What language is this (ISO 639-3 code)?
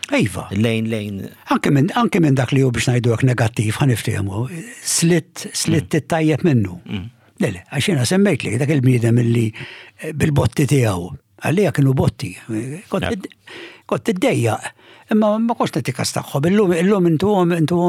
mlt